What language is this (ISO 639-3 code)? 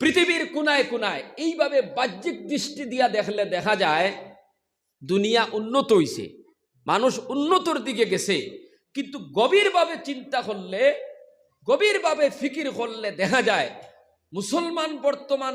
syl